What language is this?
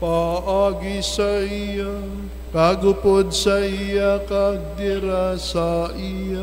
Hiligaynon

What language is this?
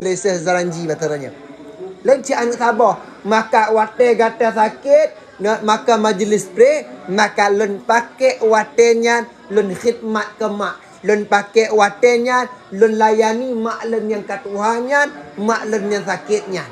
Achinese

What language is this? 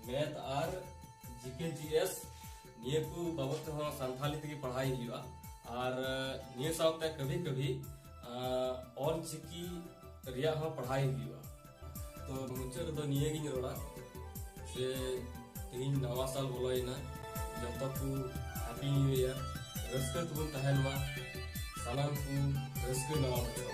Santali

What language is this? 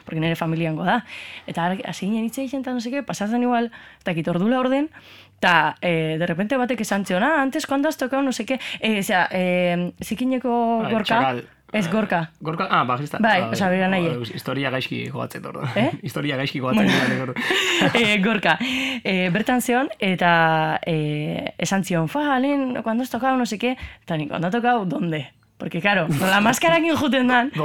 Basque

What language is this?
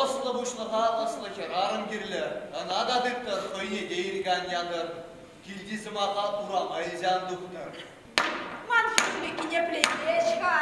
Chuvash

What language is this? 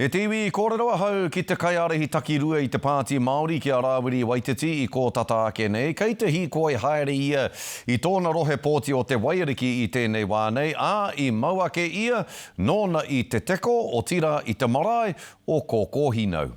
Māori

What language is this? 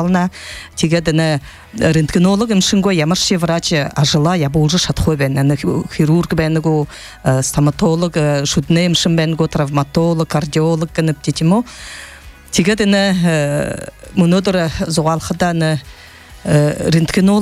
Buriat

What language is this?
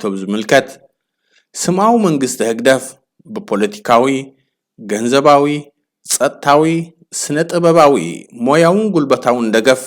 Tigrinya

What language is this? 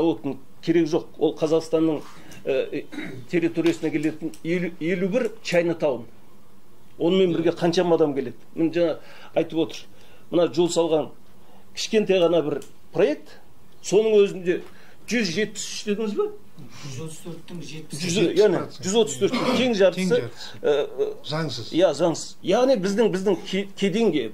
Kazakh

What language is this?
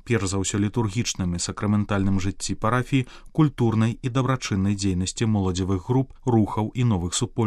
Belarusian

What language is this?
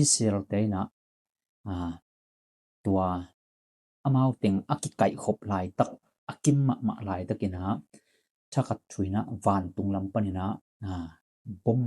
Tedim Chin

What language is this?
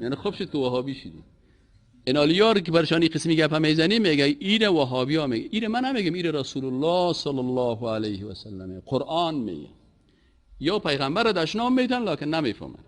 Persian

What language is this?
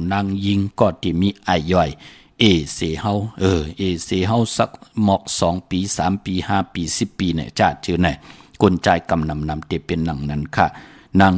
Shan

